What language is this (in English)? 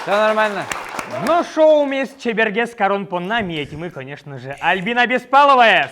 Udmurt